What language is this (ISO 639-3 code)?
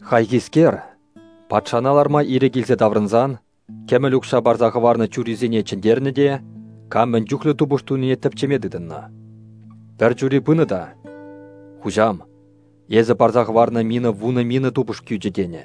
chv